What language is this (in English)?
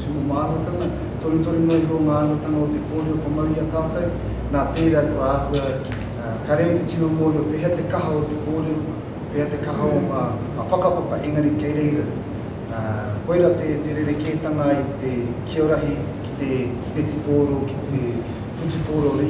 Māori